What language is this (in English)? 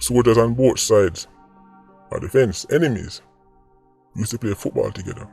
Jamaican Creole English